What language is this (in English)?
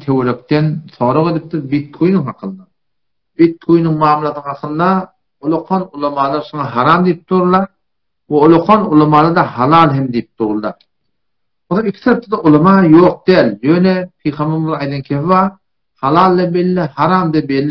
Turkmen